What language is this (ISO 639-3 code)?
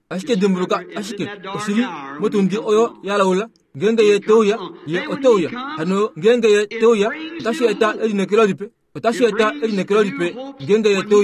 kua